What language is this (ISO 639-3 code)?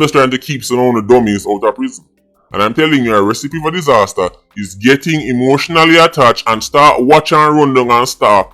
jam